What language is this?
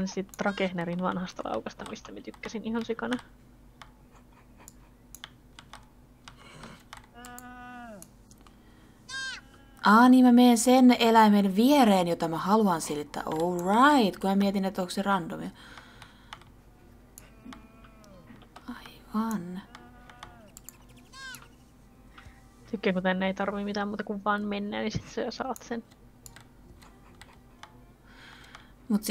Finnish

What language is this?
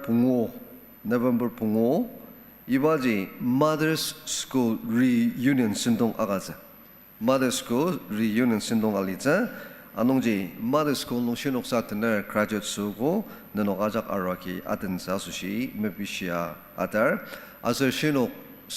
Ao Naga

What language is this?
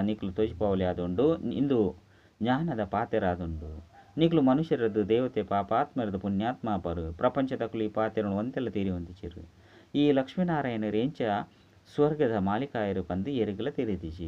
Tulu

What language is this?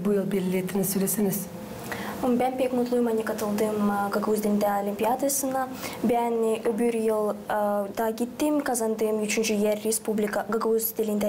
Gagauz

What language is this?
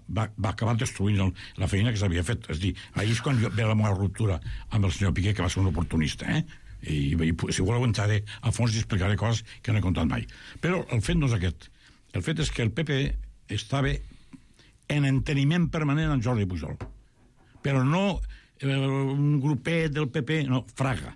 Catalan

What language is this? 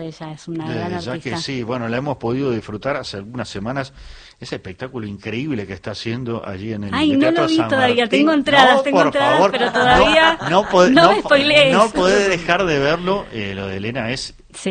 Spanish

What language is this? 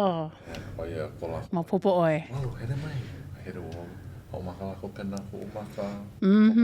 Hawaiian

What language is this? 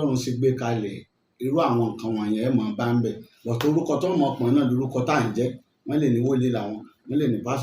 Yoruba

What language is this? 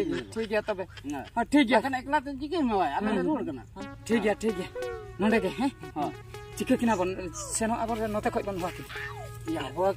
Santali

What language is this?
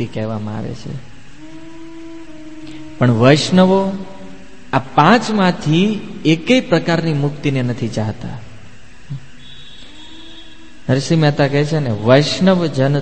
Gujarati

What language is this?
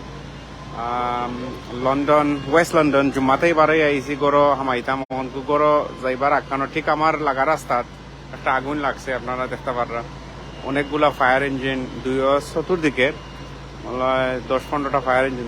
Sylheti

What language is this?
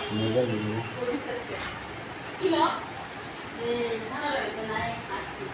Kok Borok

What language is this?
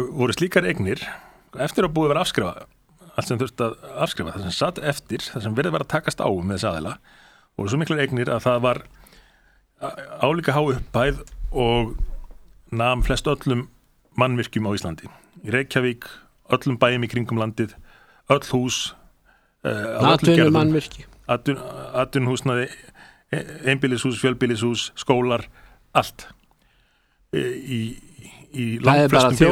Icelandic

